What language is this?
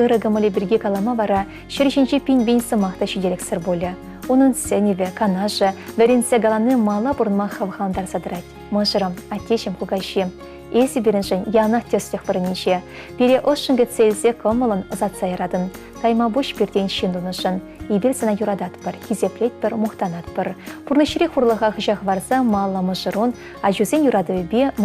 Chuvash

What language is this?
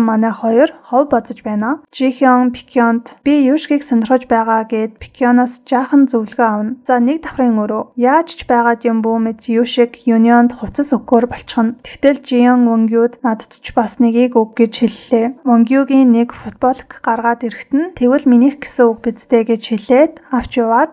Mongolian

